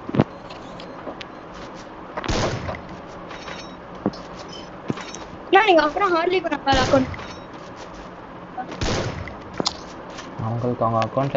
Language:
Tamil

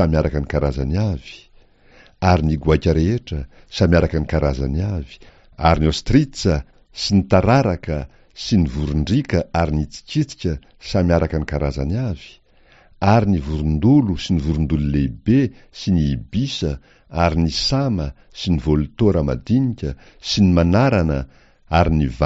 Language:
Malagasy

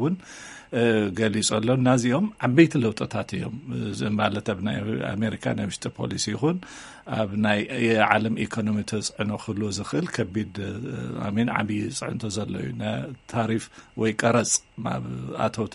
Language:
Tigrinya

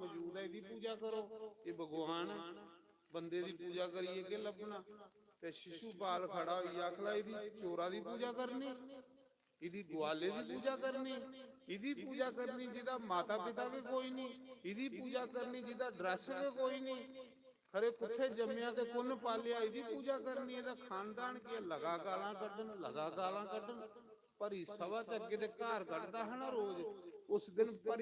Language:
Dogri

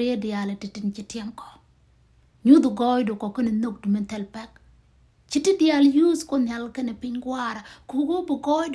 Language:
Nuer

